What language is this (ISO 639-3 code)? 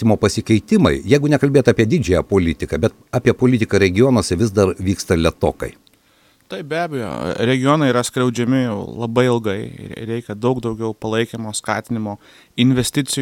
lit